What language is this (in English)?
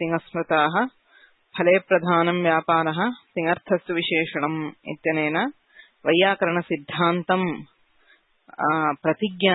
Sanskrit